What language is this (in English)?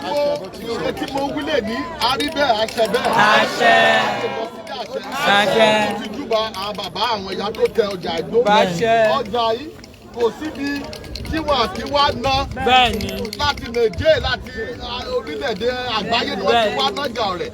Yoruba